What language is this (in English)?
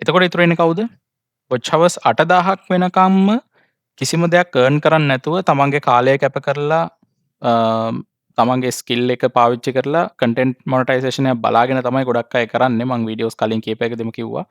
Sinhala